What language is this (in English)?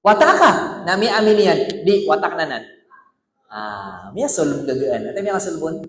Maranao